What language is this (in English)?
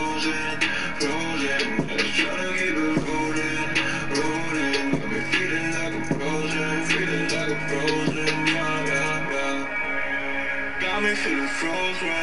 German